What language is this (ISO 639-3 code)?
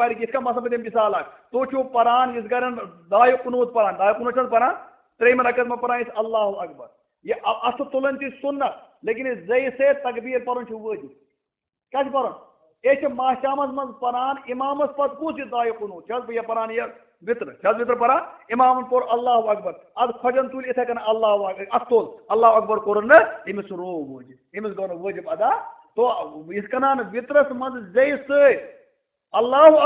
kas